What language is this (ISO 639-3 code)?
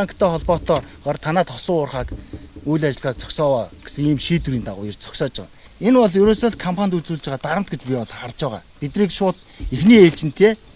mon